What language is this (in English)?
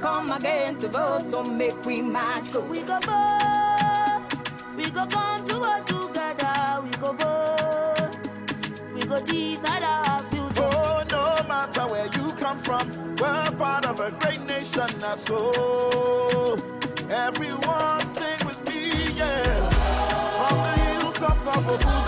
Nigerian Pidgin